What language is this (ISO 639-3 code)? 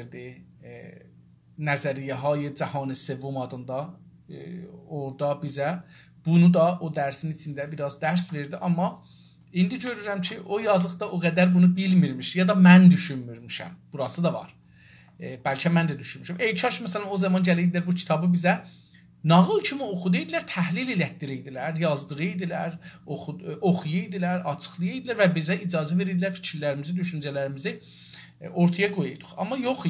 azb